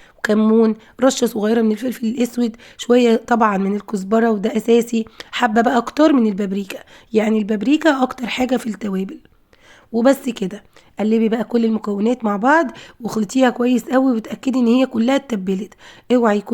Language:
Egyptian Arabic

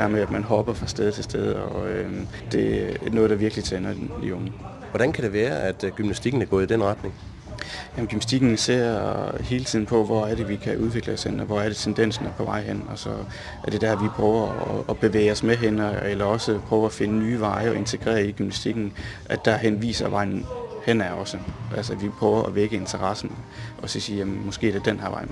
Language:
Danish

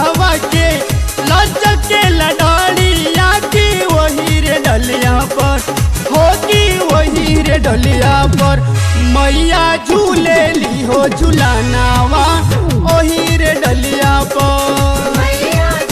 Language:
Bhojpuri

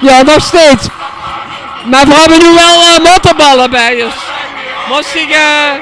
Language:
Limburgish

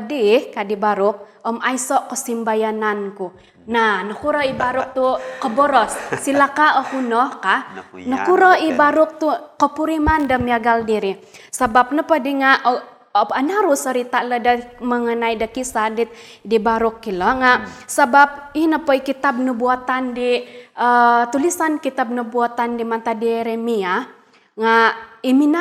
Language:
Central Dusun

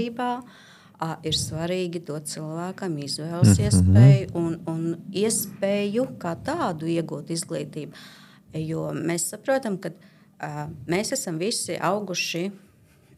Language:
Latvian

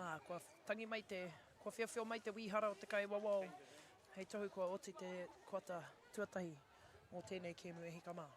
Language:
Māori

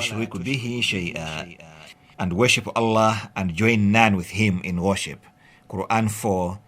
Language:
English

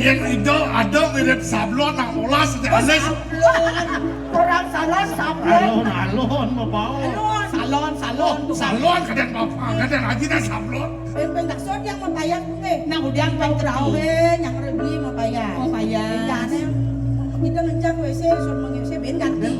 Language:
Balinese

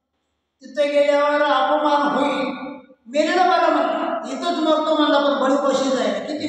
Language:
Marathi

